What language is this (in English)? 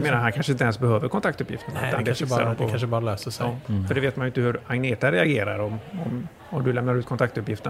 Swedish